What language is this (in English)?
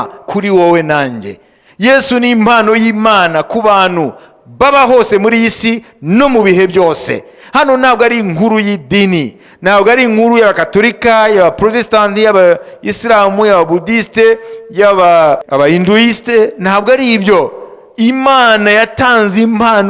Kinyarwanda